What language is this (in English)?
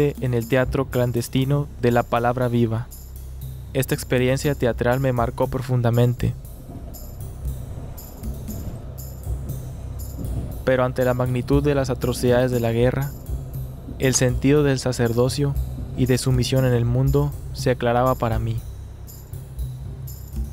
Spanish